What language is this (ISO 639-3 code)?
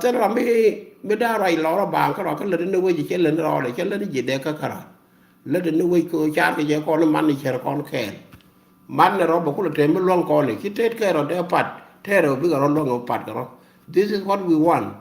nus